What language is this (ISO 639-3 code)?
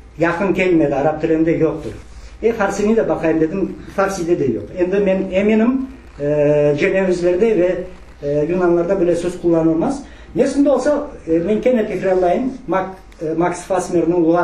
crh